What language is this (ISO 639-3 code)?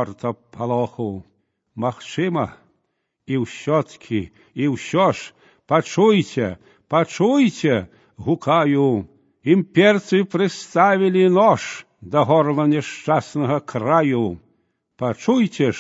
bel